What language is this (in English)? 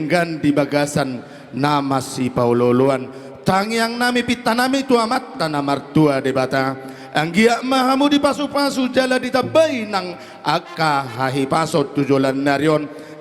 Batak Toba